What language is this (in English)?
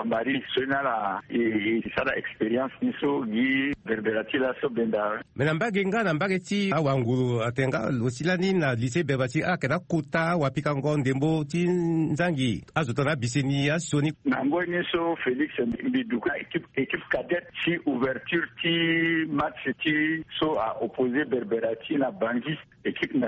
Sango